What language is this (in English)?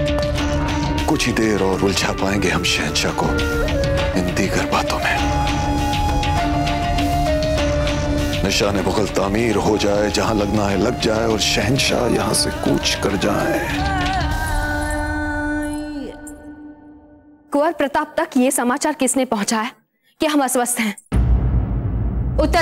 Hindi